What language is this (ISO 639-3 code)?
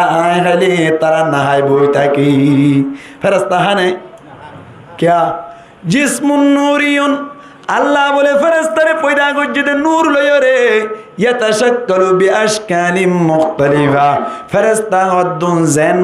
rhg